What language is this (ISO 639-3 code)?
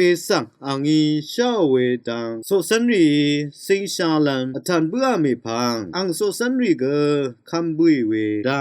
raw